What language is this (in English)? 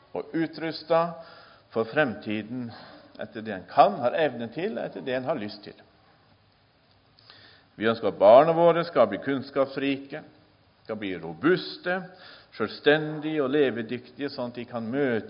Norwegian